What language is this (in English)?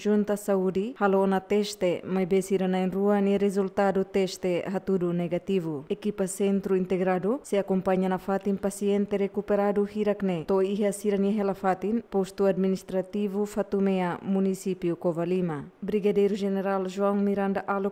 Tetum